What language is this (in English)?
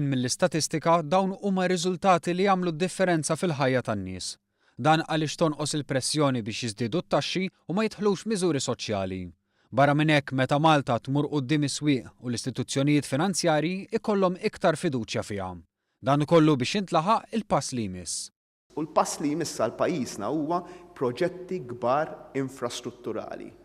Maltese